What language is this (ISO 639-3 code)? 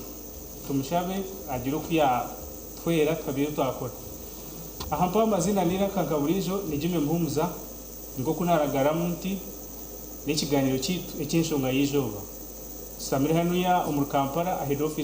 nyn